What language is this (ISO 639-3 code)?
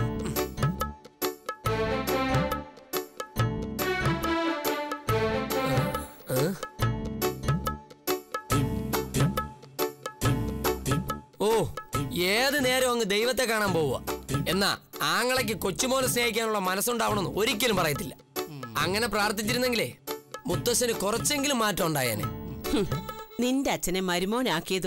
mal